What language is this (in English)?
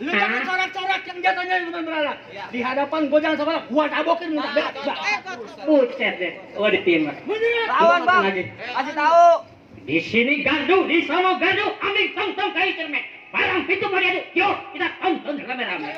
Betawi